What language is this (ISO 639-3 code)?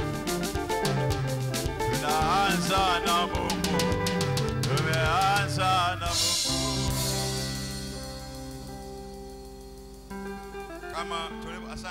swa